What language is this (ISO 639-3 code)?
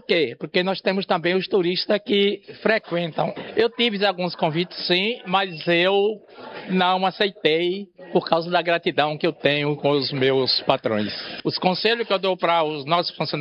por